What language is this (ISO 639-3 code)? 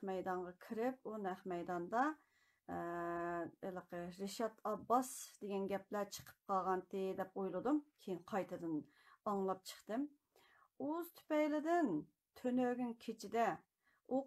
uig